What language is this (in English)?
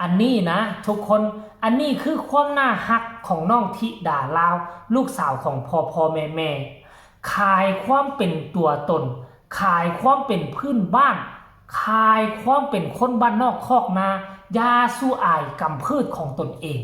Northeastern Thai